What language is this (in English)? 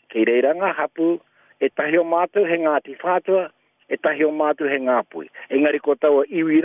Māori